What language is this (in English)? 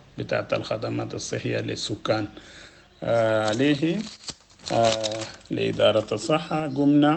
Sudanese Arabic